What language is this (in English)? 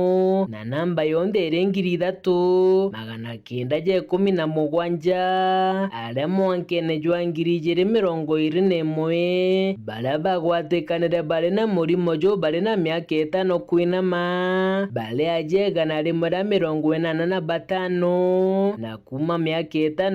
Meru